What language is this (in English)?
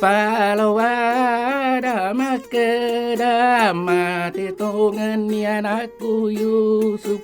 Buginese